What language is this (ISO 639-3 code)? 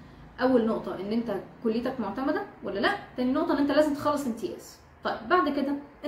arz